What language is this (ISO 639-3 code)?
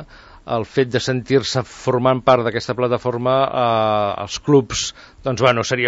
cat